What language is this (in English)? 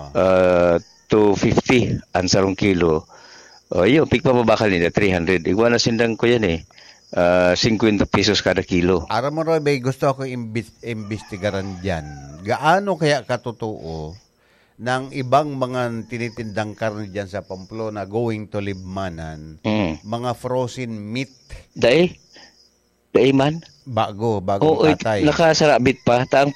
Bikol